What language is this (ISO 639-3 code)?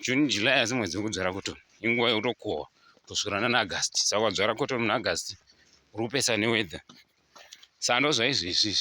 sna